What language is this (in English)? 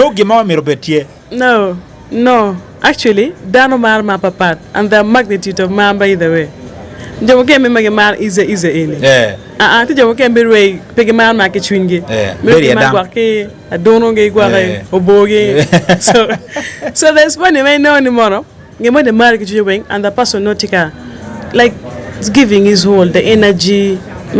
Acoli